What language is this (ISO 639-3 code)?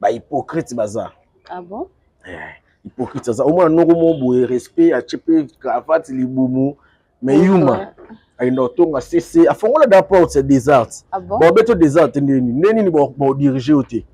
lin